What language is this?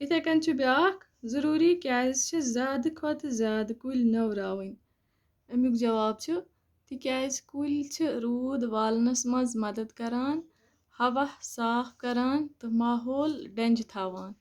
Kashmiri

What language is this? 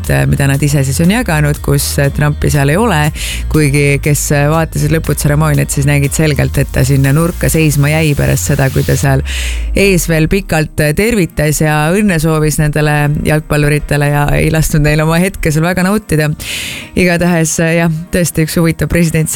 Estonian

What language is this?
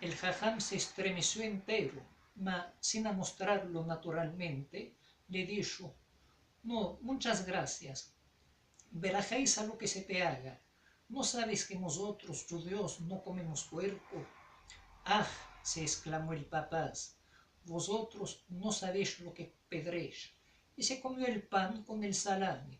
Ladino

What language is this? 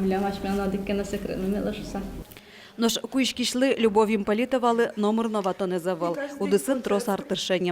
Udmurt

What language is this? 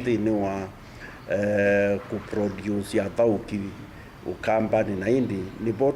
Kamba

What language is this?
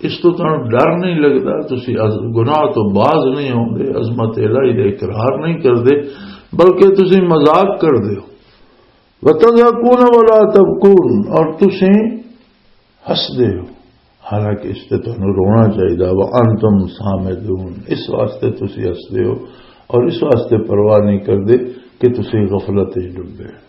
Western Panjabi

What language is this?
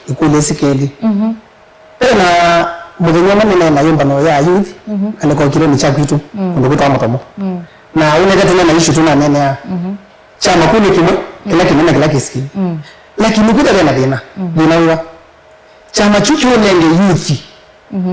Kamba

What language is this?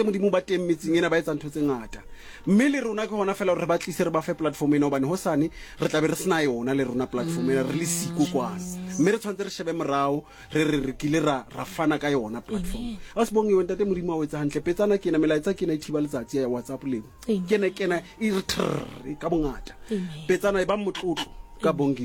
Southern Sotho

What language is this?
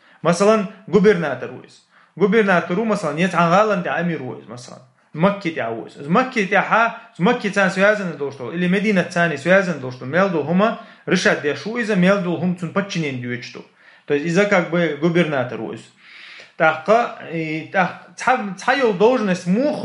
Chechen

